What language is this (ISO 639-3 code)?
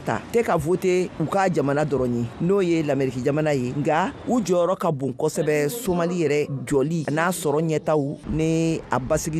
bam